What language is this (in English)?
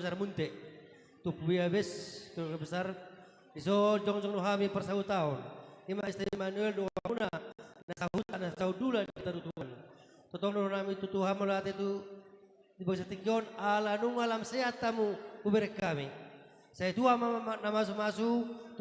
Batak Toba